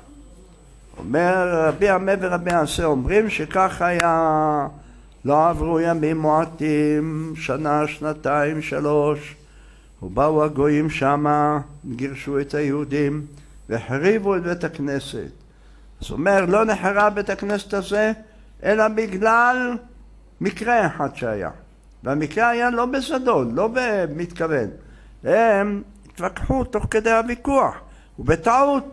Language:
Hebrew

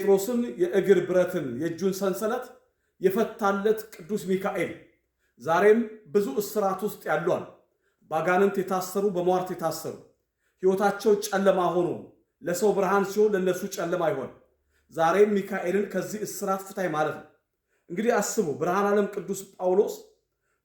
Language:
Amharic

